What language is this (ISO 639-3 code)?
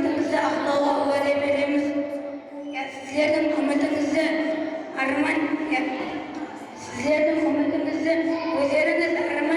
kaa